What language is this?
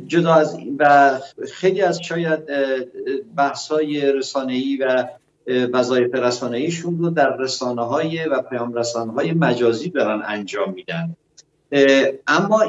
Persian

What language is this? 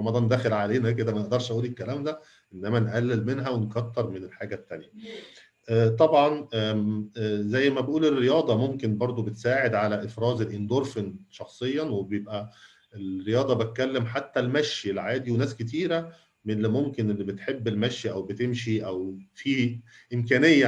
Egyptian Arabic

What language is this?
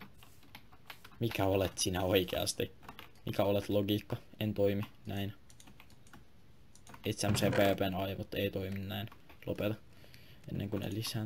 Finnish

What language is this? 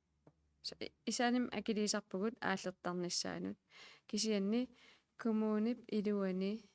Kalaallisut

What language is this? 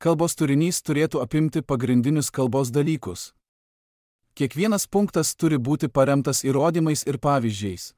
Lithuanian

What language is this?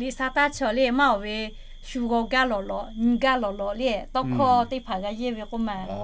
Lahu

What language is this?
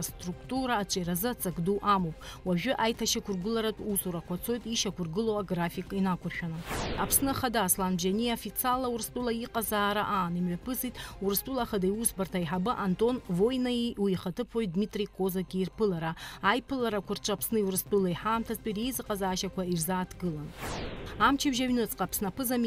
Abkhazian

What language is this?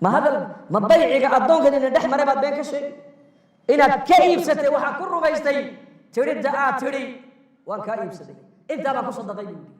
Somali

